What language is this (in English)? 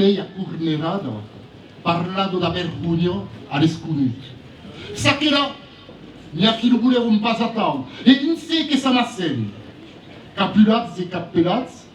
Occitan